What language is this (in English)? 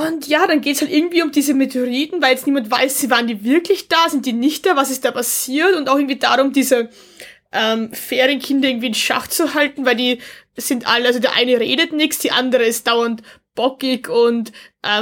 German